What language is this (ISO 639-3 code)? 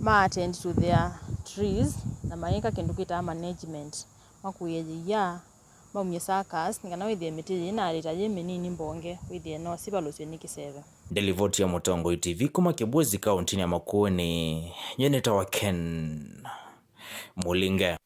kam